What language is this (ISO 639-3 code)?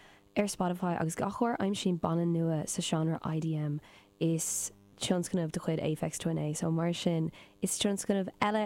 gle